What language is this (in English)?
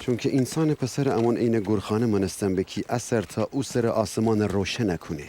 Gilaki